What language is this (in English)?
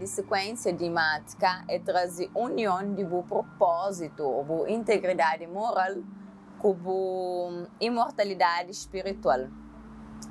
Kabuverdianu